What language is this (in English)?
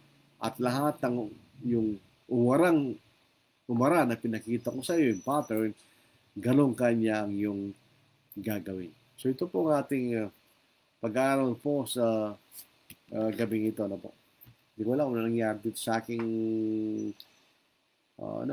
Filipino